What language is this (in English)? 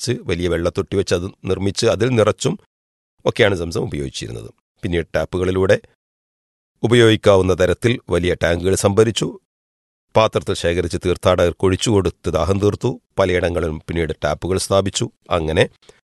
Malayalam